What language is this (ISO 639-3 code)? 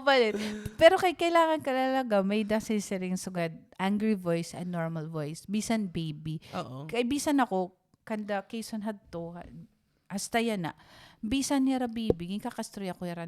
war